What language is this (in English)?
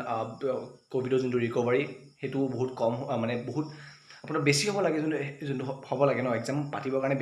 Assamese